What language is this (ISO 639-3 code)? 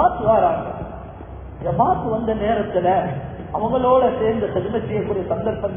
tam